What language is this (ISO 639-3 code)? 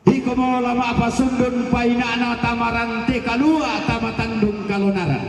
sda